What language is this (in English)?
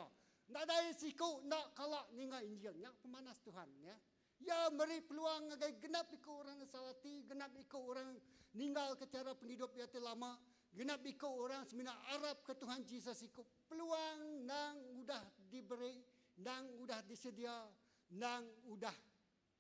Iban